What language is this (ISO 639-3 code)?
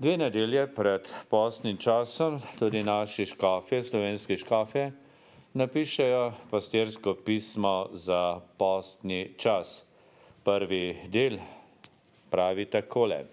slv